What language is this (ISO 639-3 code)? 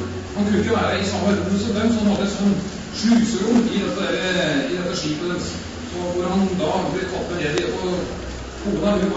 nor